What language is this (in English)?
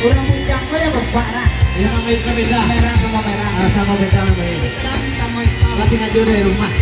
Minangkabau